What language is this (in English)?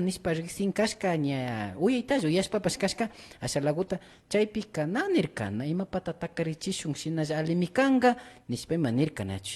Imbabura Highland Quichua